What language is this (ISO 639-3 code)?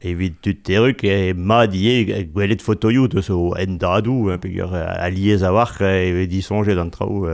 bre